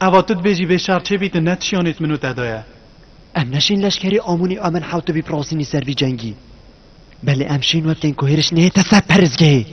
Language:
Kurdish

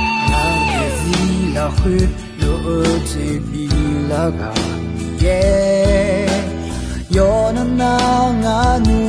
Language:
Akha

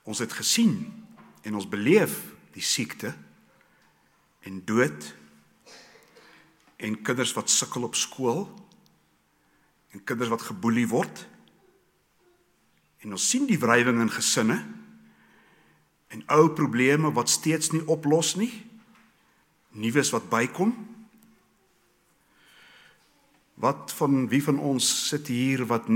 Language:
Afrikaans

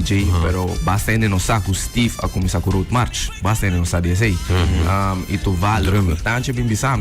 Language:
Papiamento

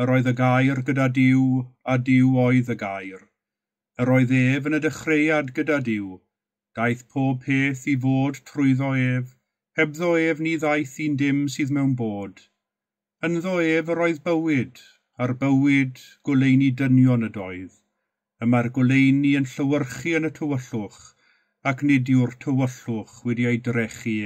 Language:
Welsh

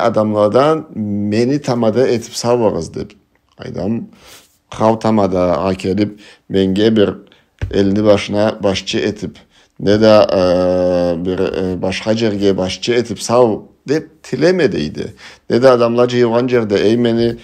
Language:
Karachay-Balkar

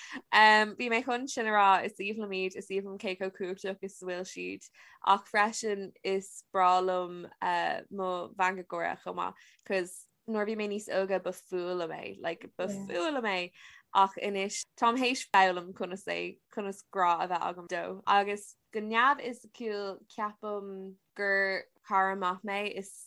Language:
Irish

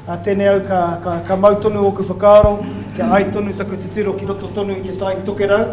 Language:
Māori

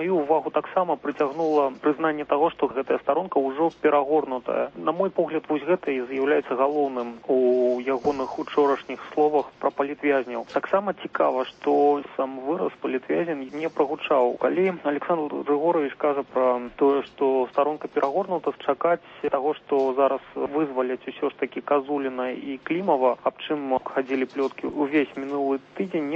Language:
Belarusian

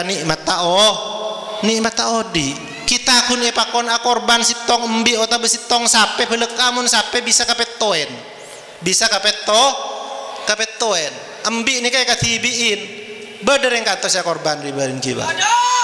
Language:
Madurese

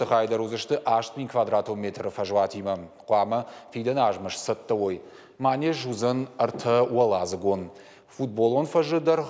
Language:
Ossetic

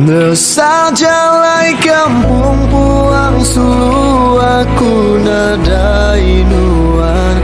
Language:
Iban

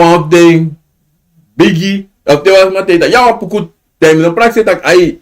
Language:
Sranan Tongo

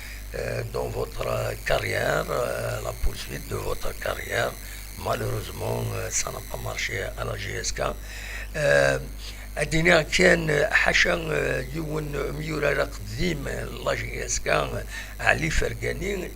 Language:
Kabyle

